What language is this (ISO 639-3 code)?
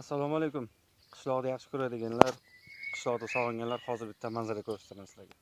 uzb